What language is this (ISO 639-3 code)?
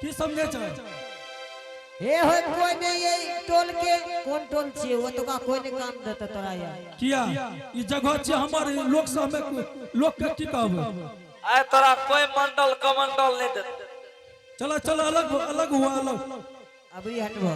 anp